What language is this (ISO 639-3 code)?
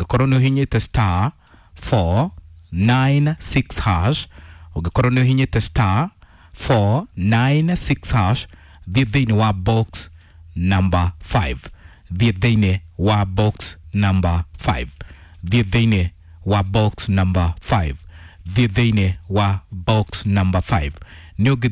kik